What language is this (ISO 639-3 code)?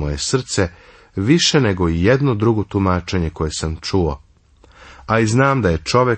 srp